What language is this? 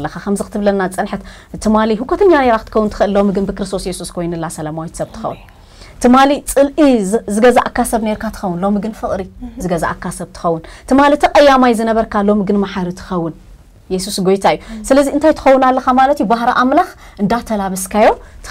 Tigrinya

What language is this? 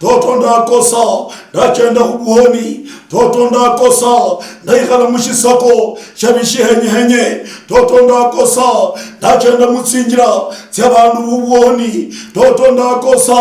Luyia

